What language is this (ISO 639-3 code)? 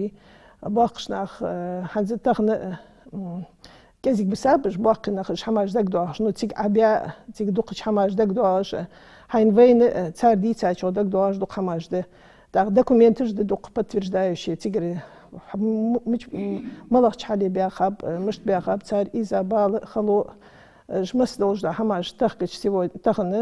inh